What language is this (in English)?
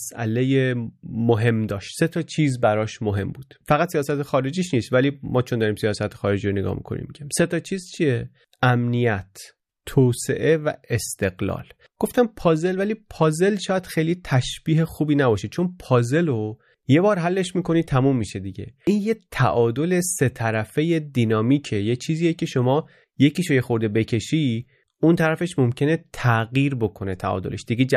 Persian